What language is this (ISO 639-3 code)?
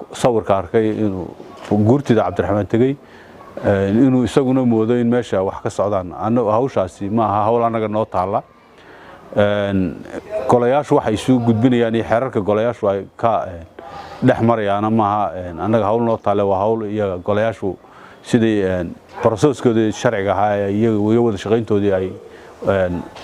som